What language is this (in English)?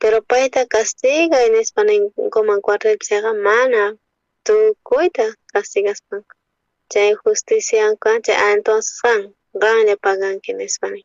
South Bolivian Quechua